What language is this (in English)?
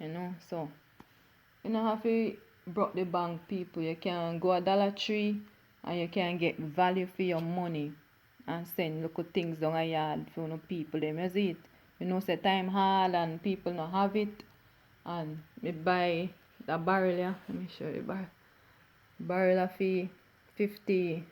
Jamaican Creole English